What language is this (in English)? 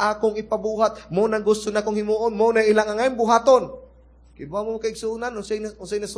Cebuano